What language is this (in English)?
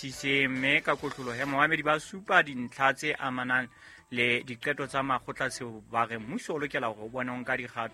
Southern Sotho